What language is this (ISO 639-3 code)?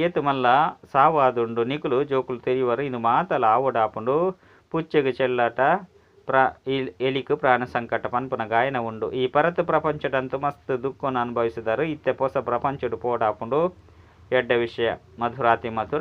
tcy